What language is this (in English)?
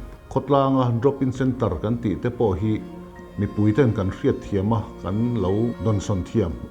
Mizo